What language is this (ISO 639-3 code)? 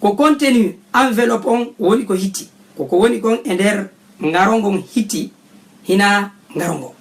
ful